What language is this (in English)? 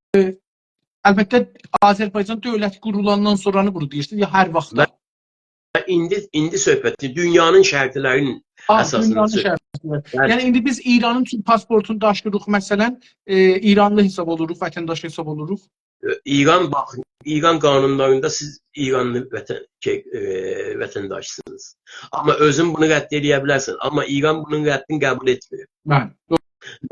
South Azerbaijani